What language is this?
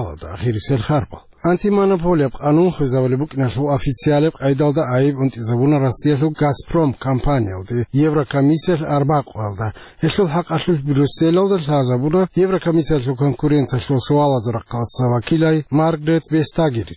Avaric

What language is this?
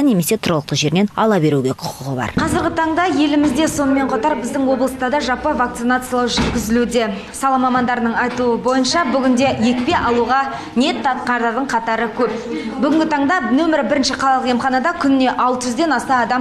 Kazakh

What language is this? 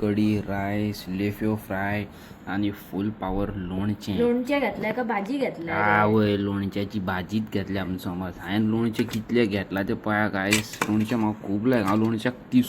Konkani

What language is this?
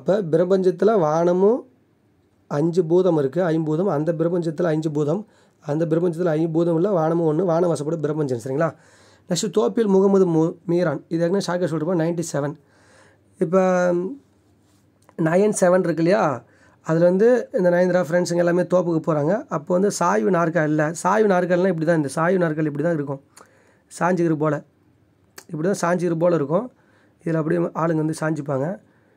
Tamil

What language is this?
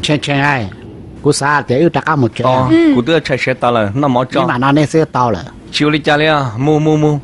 Hmong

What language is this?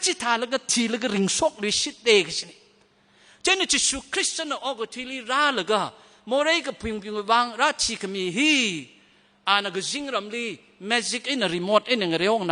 Tangkhul Naga (India)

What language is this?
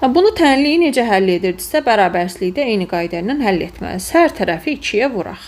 Azerbaijani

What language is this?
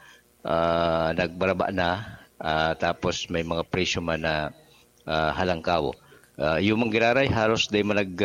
Bikol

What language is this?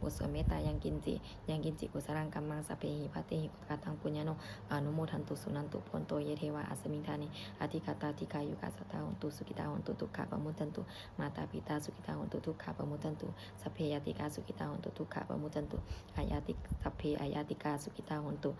Pali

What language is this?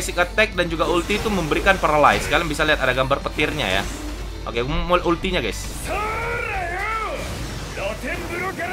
Indonesian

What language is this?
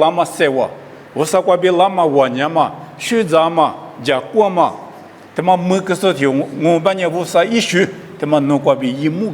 Lisu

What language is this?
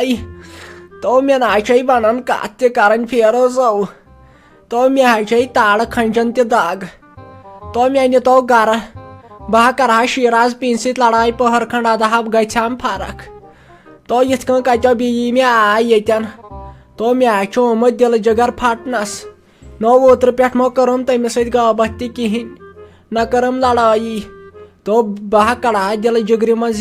Kashmiri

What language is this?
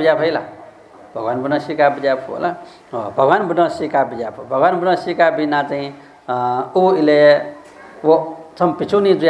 Newari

